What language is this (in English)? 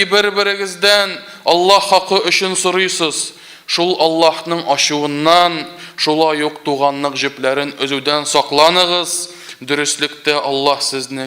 Tatar